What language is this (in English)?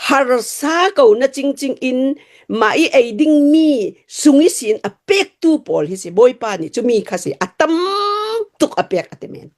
Hakha Chin